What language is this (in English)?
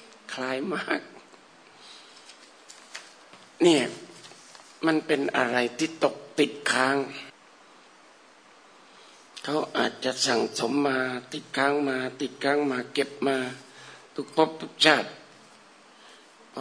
Thai